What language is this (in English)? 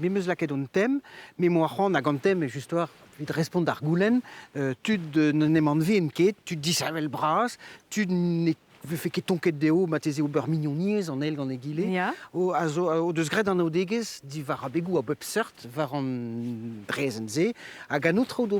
Breton